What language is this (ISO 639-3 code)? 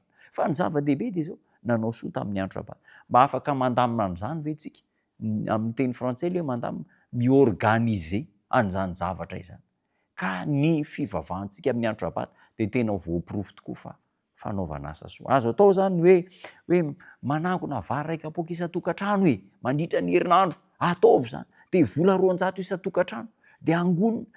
mlg